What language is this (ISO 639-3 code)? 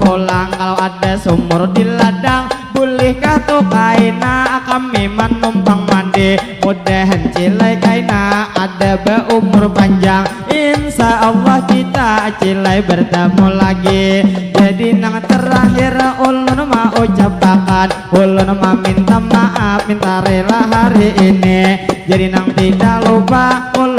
bjn